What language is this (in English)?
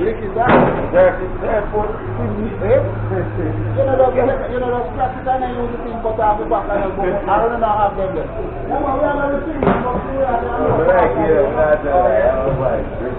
Jamaican Creole English